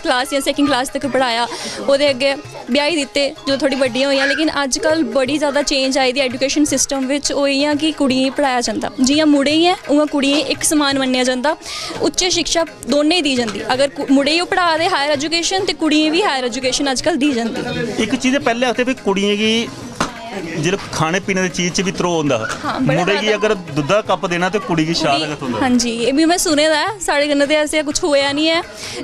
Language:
Dogri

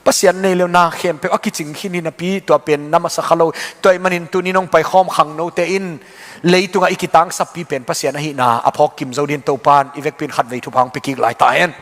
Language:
Tedim Chin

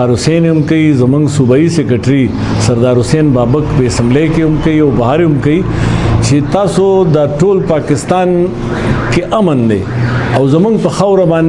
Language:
Pashto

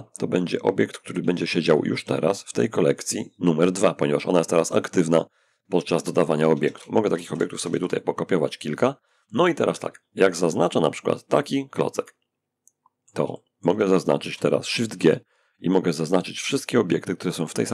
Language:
Polish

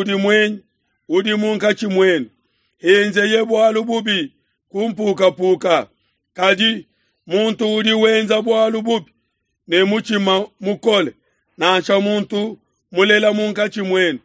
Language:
Luba-Lulua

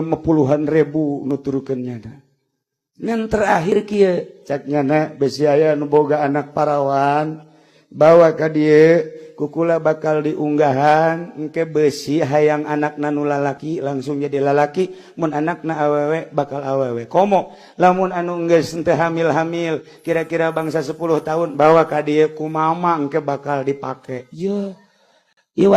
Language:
Sundanese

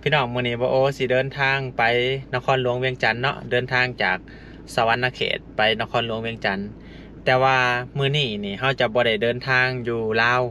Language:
Lao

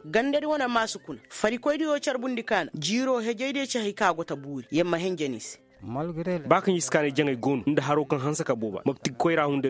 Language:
Koyraboro Senni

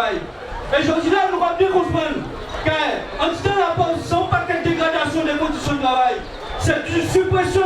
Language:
Guadeloupean Creole French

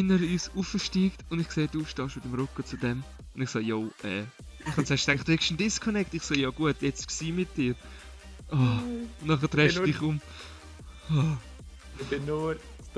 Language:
Swiss German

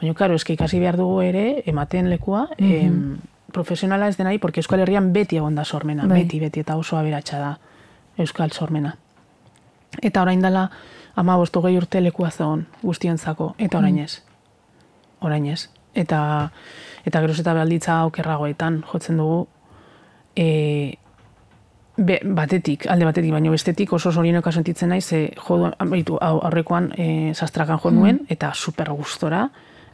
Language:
Basque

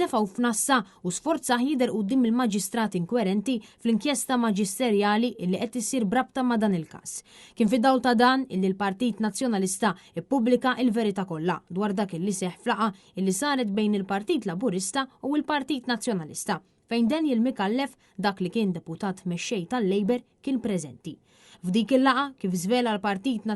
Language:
Maltese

